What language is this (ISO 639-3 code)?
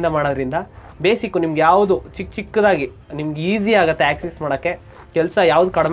kan